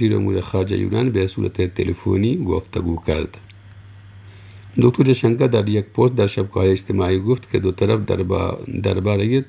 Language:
Persian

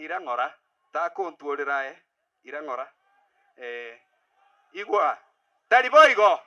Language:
Gusii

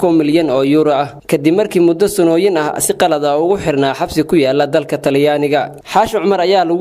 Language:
Somali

